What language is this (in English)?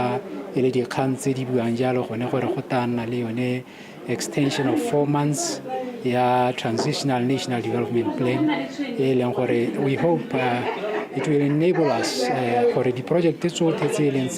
Tswana